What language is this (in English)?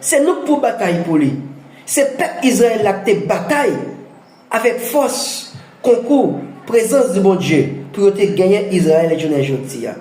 Haitian Creole